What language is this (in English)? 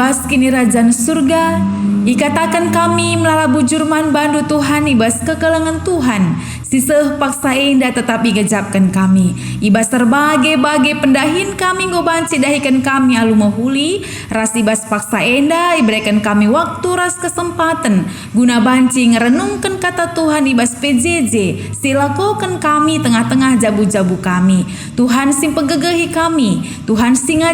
Batak Karo